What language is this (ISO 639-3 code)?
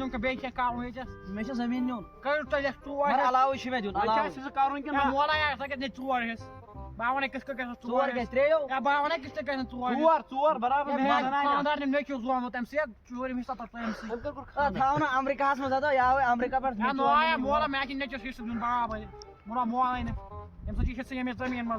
kas